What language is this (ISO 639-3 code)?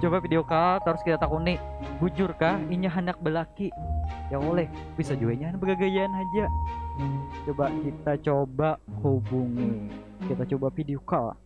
bjn